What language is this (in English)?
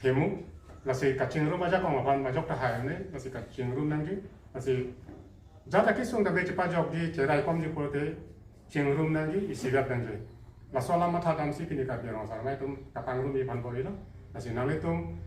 Karbi